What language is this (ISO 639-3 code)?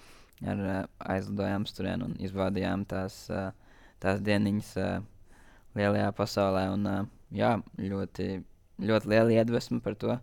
lav